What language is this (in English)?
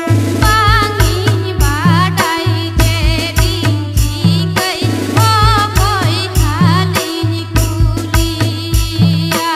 Santali